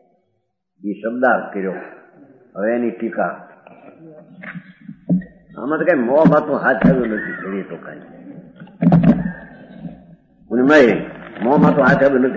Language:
Gujarati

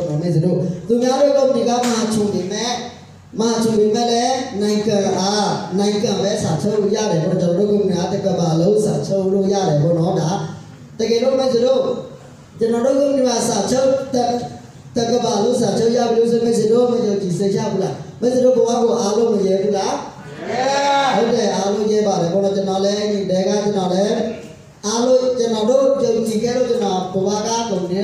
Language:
Burmese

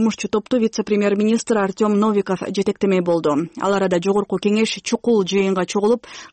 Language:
Kyrgyz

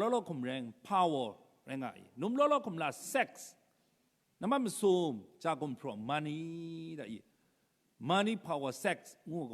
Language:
Kachin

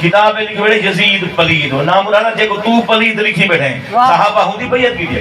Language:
Saraiki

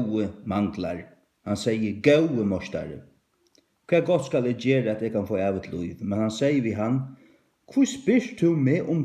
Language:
Faroese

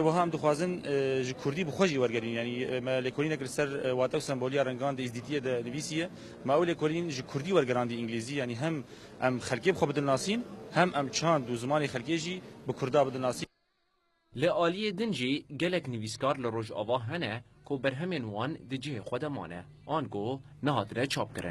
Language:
Kurdish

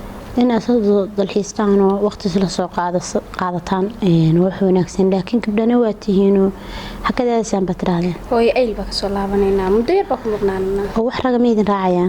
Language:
Somali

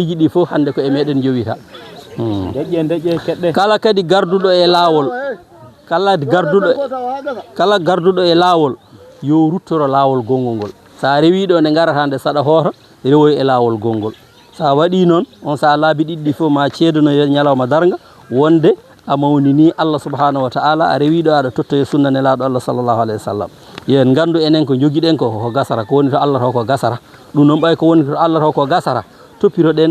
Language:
Fula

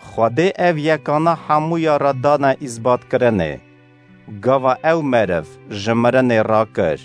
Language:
Kurdish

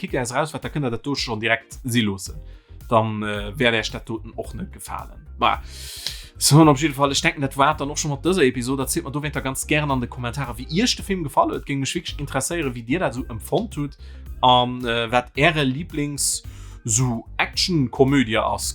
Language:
Luxembourgish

